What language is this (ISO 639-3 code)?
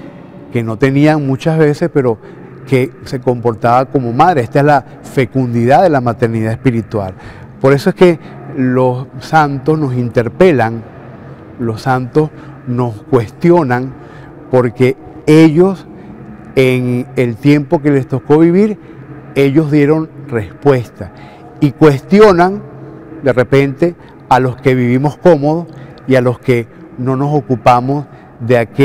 spa